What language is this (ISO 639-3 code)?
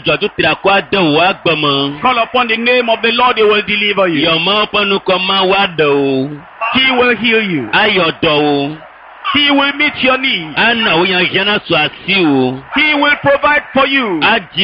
ewe